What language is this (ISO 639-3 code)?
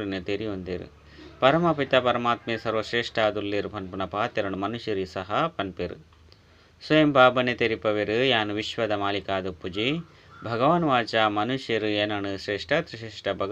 tcy